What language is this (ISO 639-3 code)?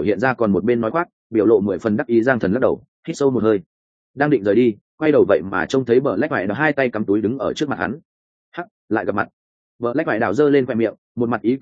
vie